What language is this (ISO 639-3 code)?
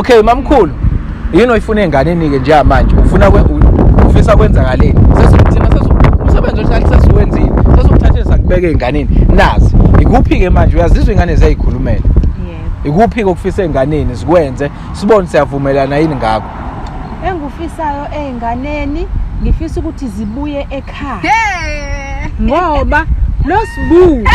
zul